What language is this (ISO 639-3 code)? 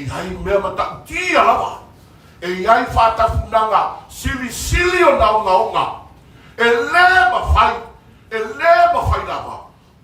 smo